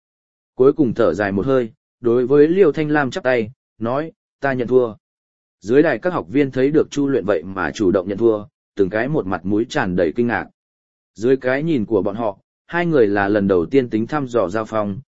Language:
Vietnamese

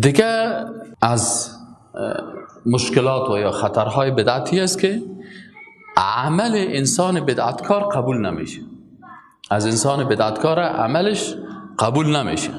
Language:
Persian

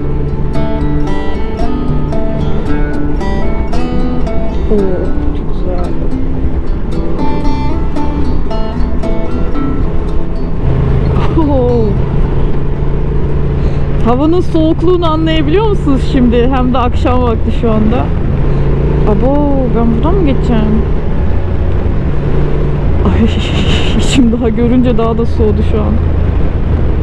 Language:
Turkish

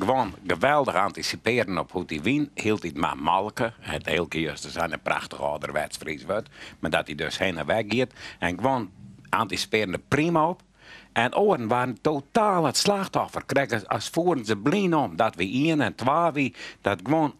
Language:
Western Frisian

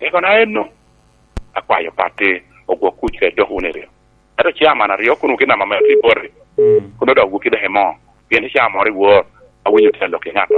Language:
Lango (Uganda)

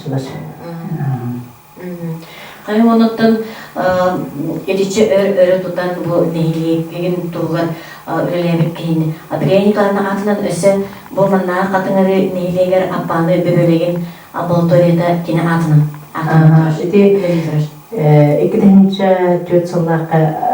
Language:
Yakut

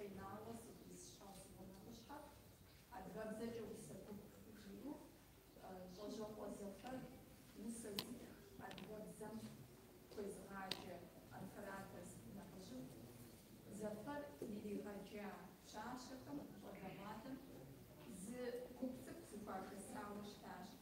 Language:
Kabardian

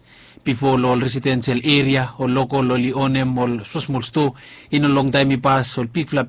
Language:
Bislama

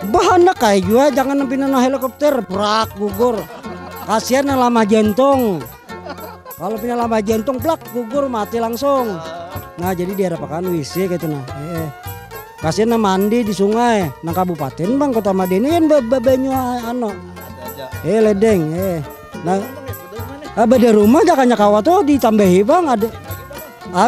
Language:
Banjar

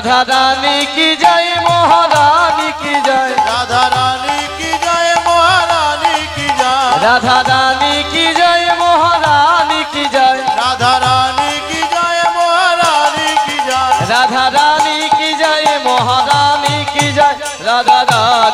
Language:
Hindi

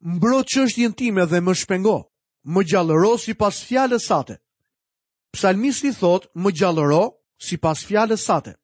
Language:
Albanian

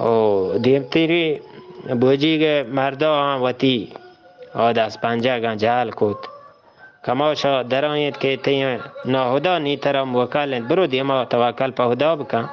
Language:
Eastern Balochi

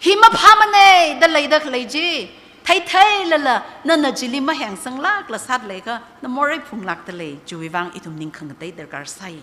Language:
Tangkhul Naga (India)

